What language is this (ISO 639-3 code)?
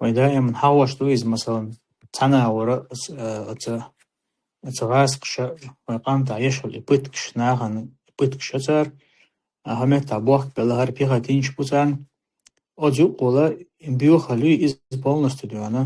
che